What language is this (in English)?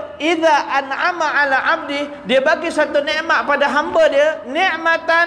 Malay